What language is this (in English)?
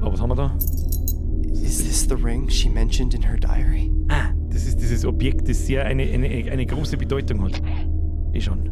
Bavarian